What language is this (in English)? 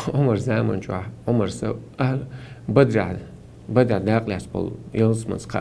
Chechen